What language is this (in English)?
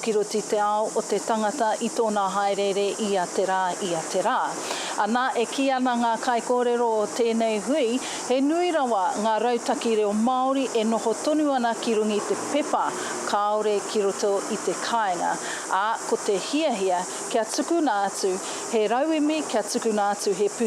Māori